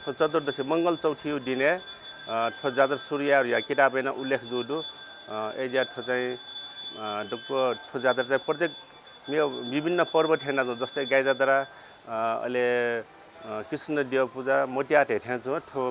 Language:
Newari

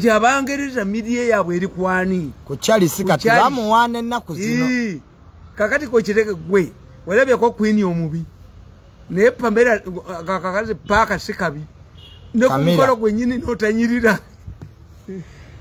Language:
Ganda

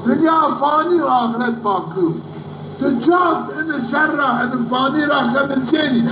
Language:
Zaza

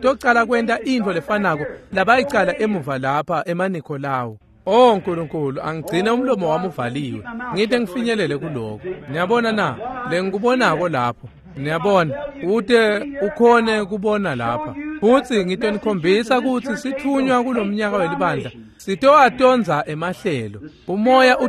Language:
Swati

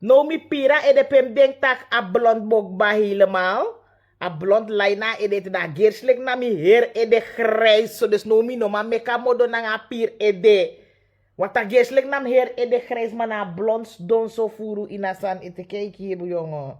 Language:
Sranan Tongo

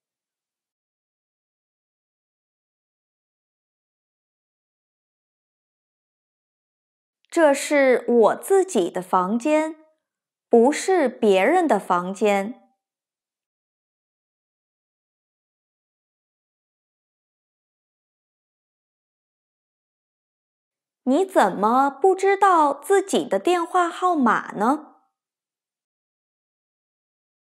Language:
Chinese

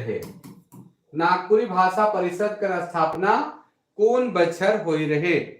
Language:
Sadri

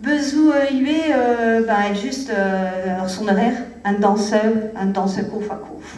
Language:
Breton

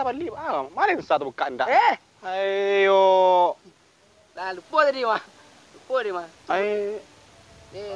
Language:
Minangkabau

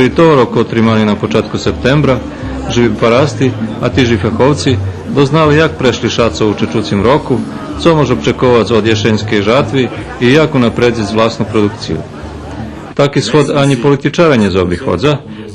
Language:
Rusyn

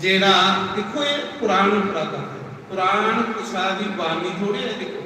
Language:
Dogri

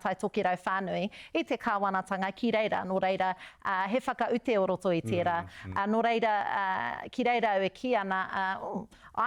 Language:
Māori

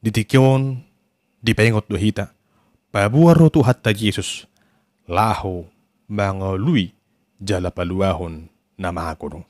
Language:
Batak Toba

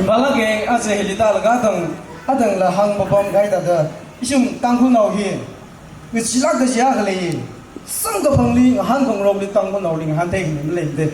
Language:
Tangkhul Naga (India)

